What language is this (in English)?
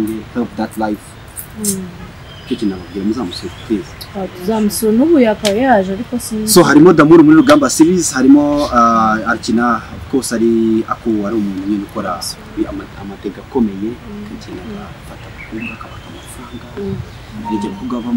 Kinyarwanda